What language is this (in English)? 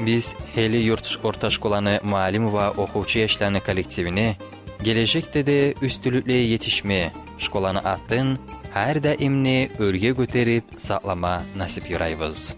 Kumyk